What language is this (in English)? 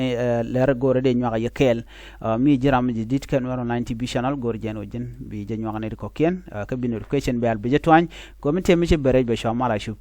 Nuer